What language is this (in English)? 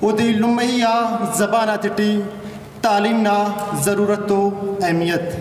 Brahui